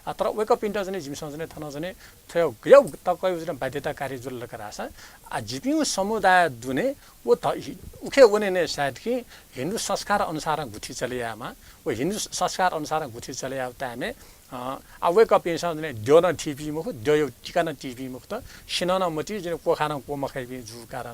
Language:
Newari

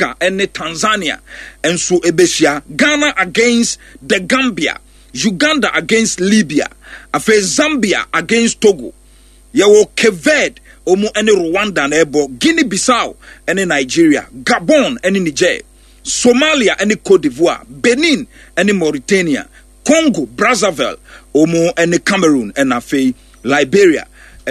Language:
Akan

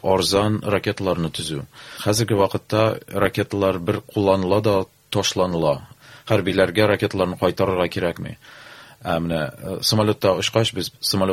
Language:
Tatar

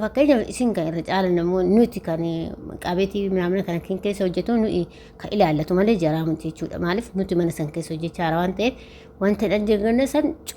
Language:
Oromo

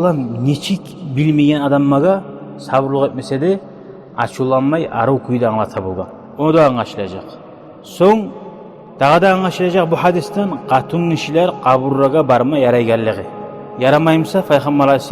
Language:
Kumyk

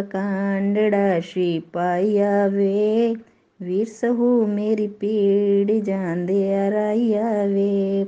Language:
Punjabi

